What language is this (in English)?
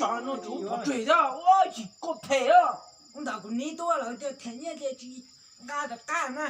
Hmong